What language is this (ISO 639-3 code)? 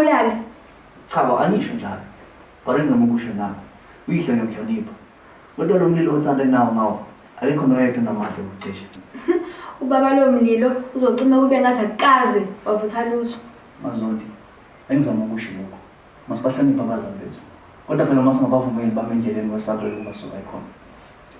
zul